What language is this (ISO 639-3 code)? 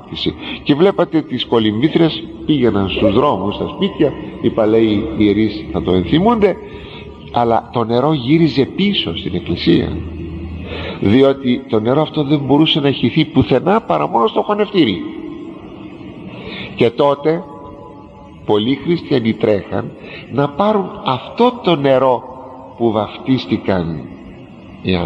ell